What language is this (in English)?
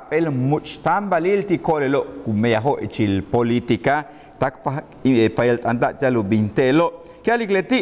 Yucateco